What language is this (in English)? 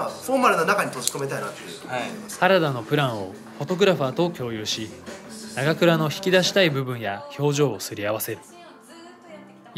Japanese